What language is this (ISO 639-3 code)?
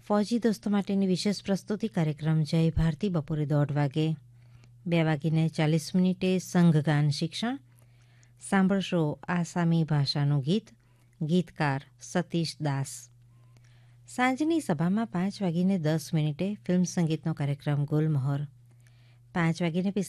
guj